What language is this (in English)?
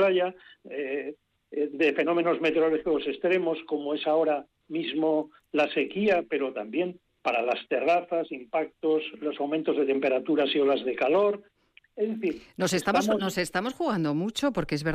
Spanish